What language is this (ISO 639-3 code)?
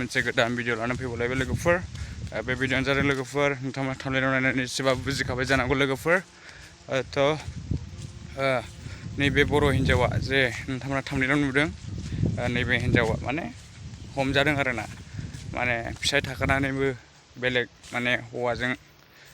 brx